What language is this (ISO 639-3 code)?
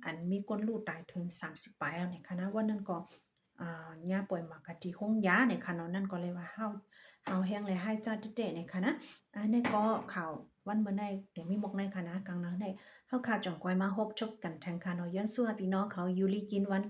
shn